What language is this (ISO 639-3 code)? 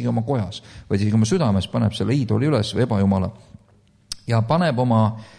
est